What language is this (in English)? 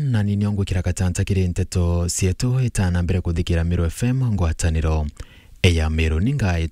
Meru